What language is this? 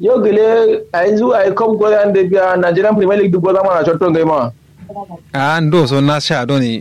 Kanuri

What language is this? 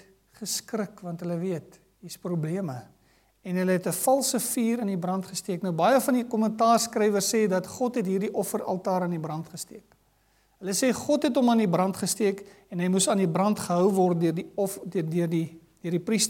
Afrikaans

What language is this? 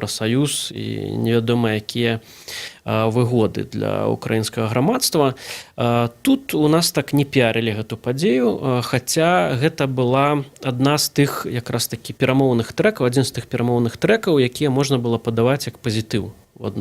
Belarusian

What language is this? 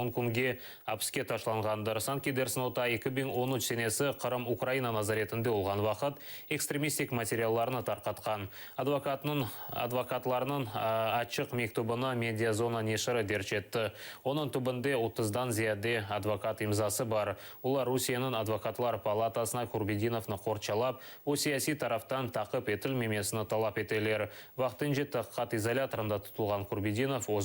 Crimean Tatar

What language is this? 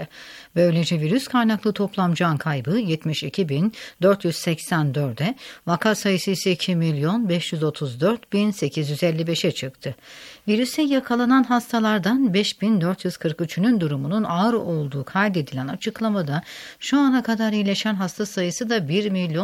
Turkish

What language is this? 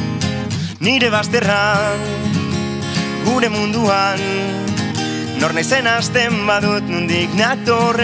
Basque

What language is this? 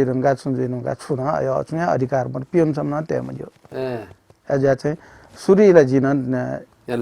Newari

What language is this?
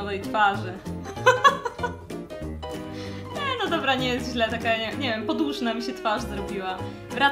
Polish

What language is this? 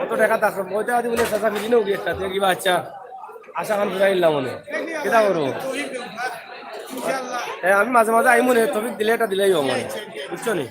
Sylheti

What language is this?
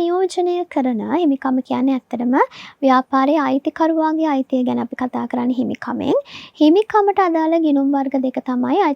Sinhala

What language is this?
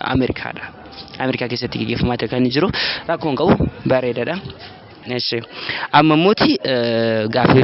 Oromo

